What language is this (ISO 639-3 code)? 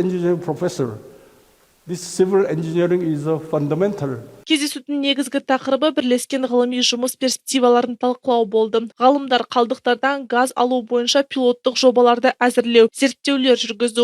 kaz